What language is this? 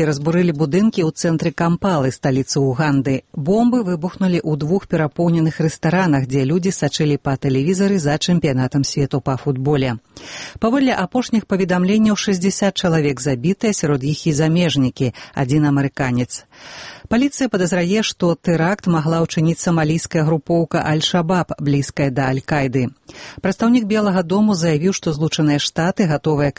Belarusian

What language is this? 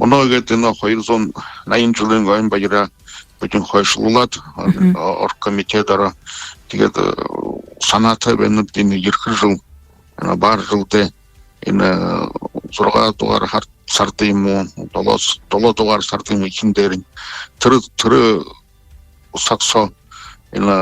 Buriat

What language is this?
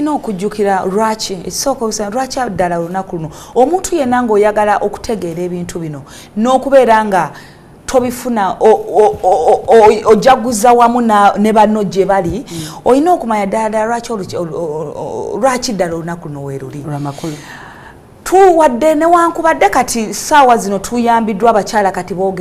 Ganda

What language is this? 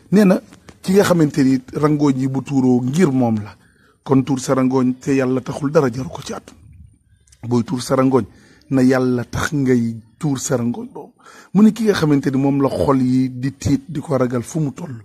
Wolof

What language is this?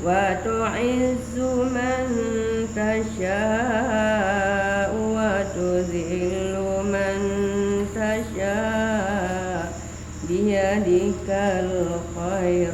Achinese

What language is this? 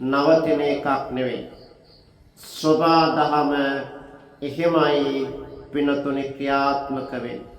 Sinhala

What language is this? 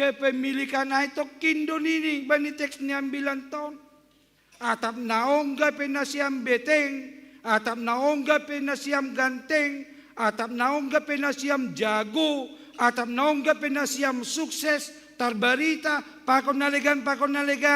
Batak Simalungun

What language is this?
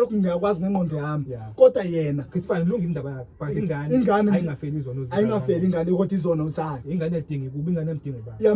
Zulu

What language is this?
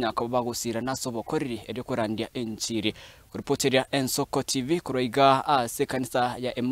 Gusii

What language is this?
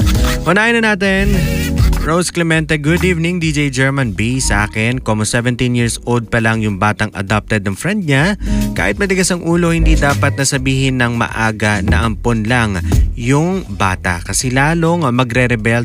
Filipino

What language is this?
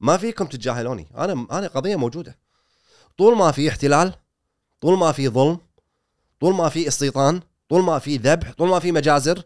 Gulf Arabic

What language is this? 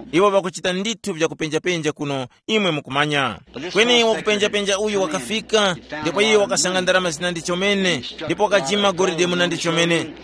Tumbuka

